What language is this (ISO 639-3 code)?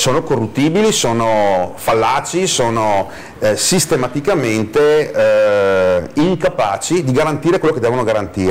ita